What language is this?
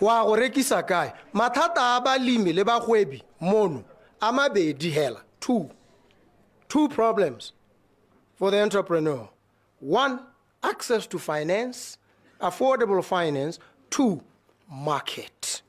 Tswana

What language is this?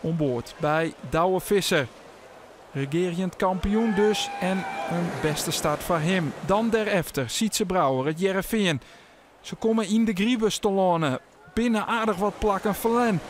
Western Frisian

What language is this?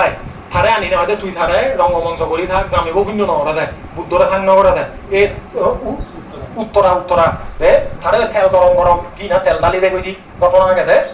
Chakma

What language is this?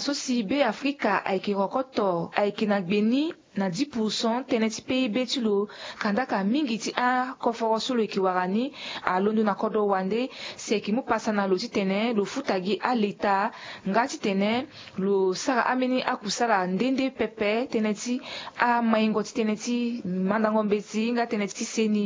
Sango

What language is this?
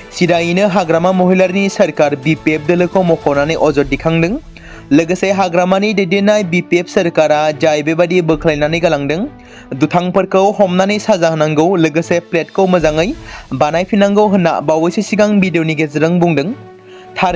Bodo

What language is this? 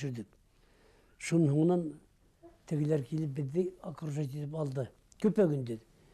Bashkir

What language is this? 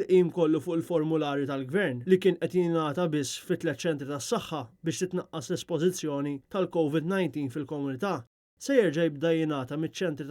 Maltese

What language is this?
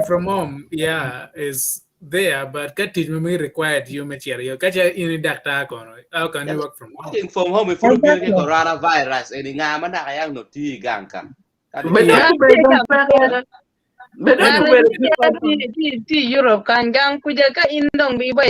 Acoli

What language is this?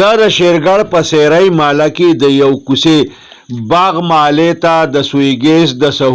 Pashto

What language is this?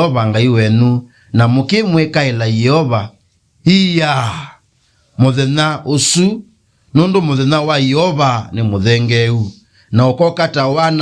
Kamba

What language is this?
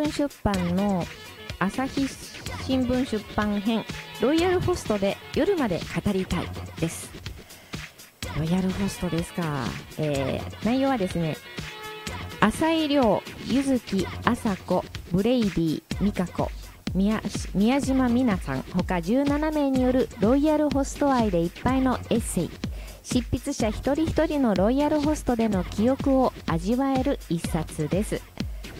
Japanese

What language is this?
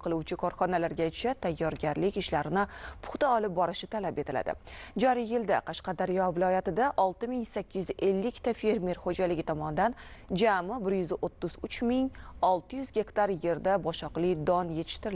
Uzbek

